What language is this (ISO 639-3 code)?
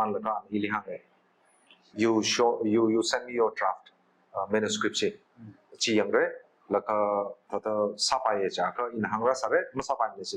nmf